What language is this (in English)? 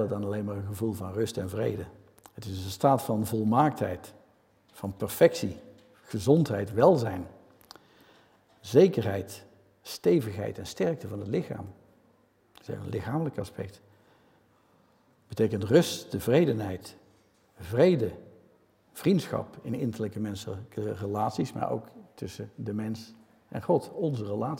Dutch